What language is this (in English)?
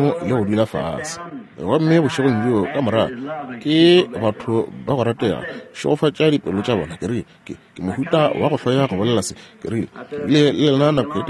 Northern Sotho